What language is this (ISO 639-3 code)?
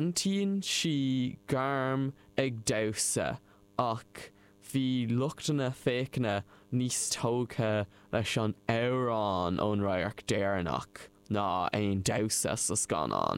gle